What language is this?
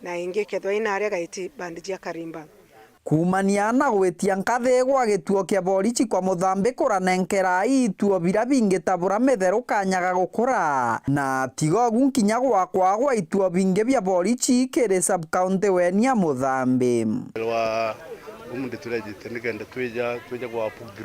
Meru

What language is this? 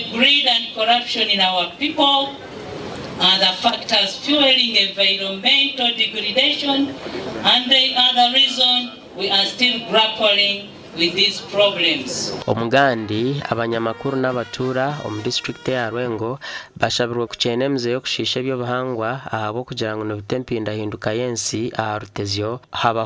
Nyankole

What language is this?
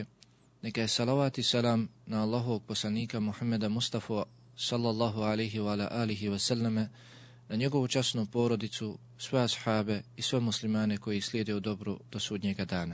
Bosnian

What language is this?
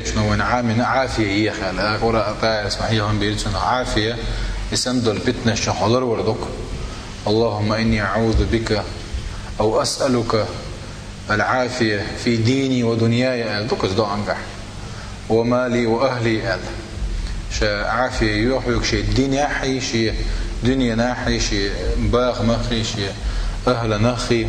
Chechen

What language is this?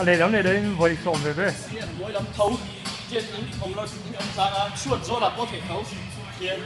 Mizo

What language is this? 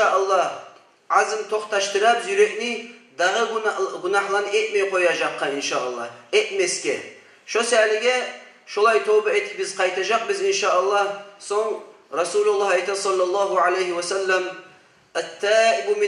Kumyk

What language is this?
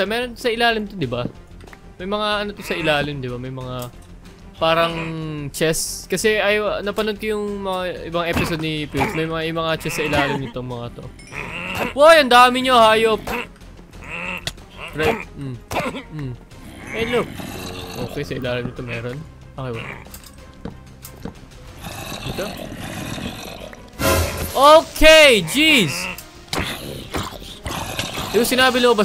Filipino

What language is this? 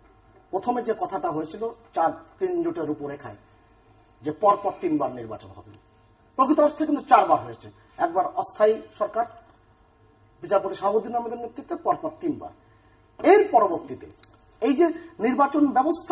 Bangla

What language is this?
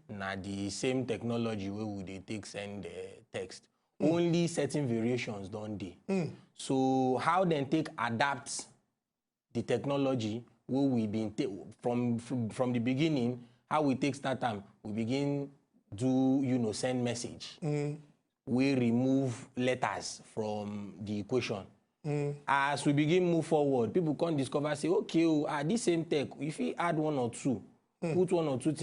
Nigerian Pidgin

